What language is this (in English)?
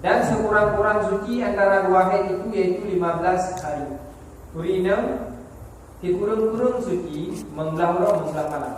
Achinese